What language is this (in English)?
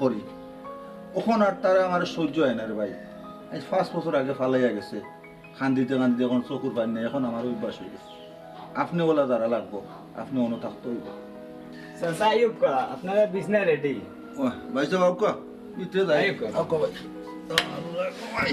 Sylheti